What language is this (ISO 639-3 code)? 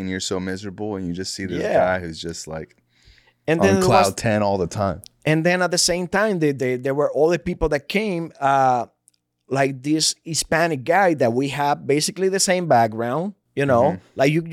eng